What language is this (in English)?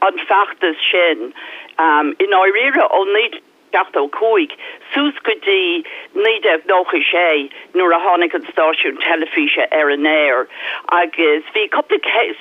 Irish